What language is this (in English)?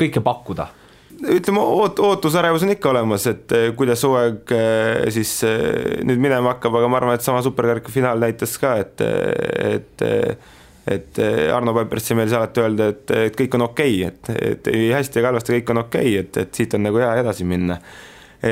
Estonian